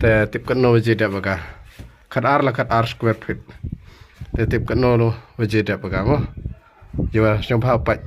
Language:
Khasi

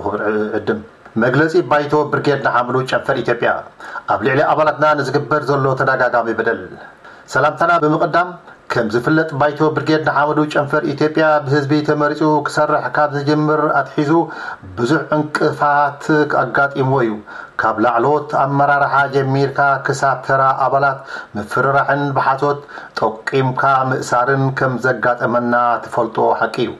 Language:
Tigrinya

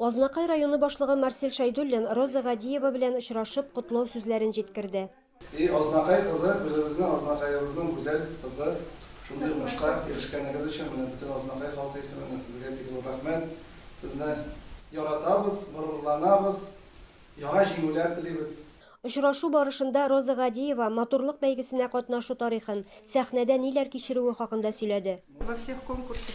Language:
Tatar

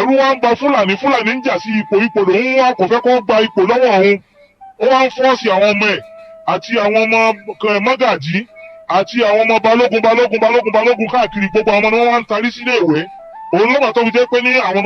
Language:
Yoruba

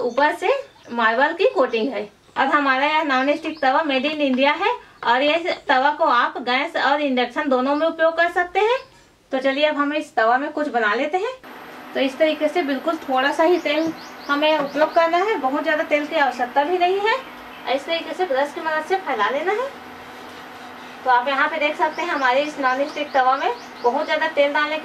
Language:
Hindi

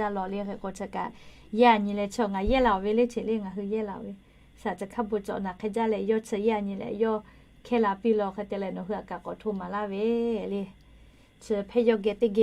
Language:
Lahu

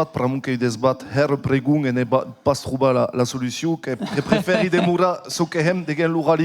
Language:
Occitan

